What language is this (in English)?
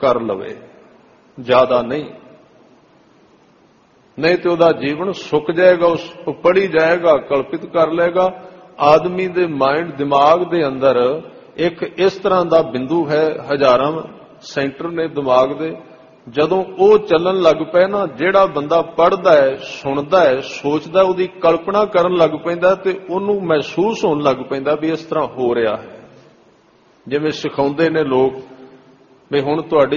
Punjabi